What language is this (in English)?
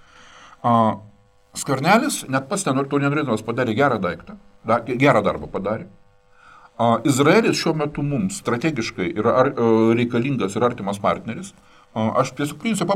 Lithuanian